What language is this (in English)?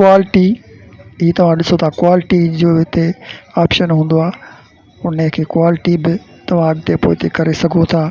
Sindhi